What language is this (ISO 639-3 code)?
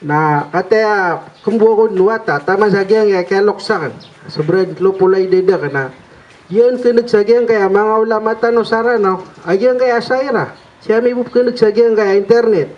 mrw